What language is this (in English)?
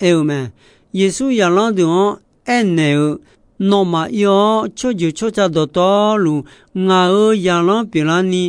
Akha